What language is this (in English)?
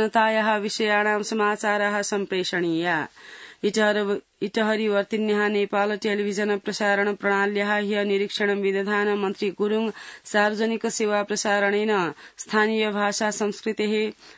Sanskrit